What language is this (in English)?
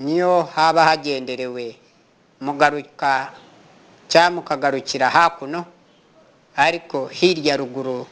Kinyarwanda